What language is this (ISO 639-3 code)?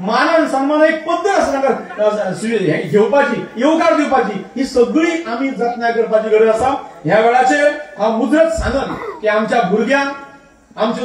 kok